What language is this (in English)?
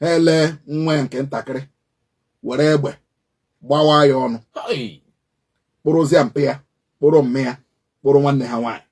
Igbo